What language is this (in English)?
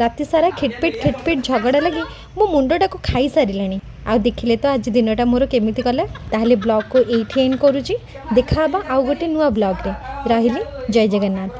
Odia